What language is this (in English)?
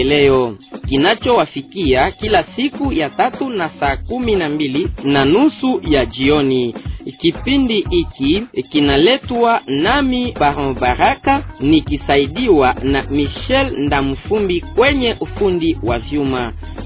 Swahili